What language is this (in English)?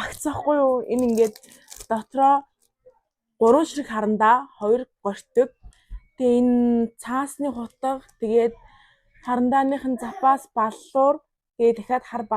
Mongolian